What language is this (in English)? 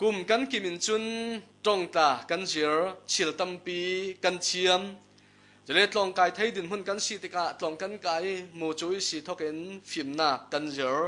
Falam Chin